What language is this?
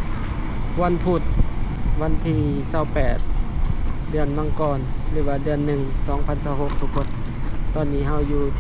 Lao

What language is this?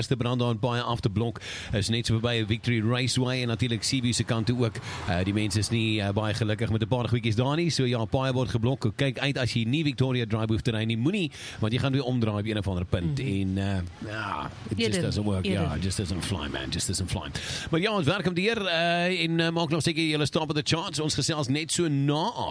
Afrikaans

